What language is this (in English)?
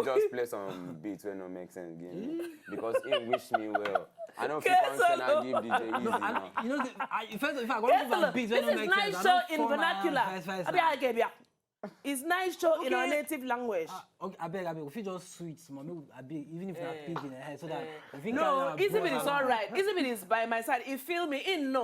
Nigerian Pidgin